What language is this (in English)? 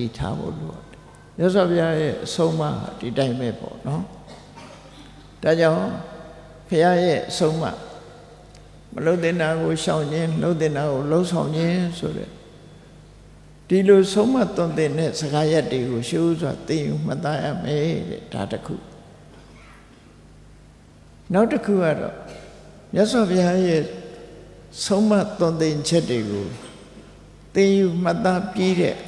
Burmese